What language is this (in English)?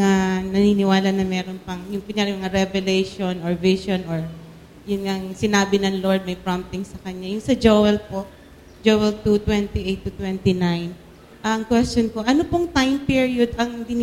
Filipino